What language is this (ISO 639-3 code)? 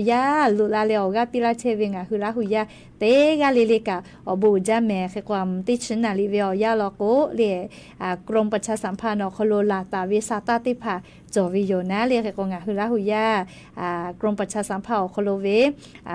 lhu